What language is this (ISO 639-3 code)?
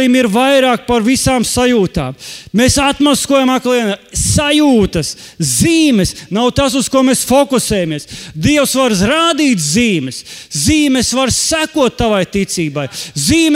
lav